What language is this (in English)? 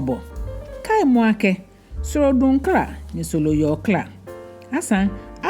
Ga